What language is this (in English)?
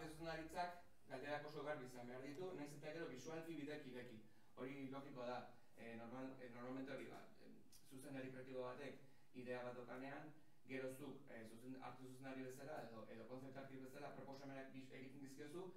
Basque